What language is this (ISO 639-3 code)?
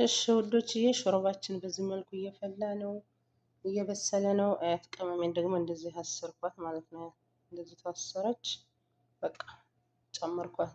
amh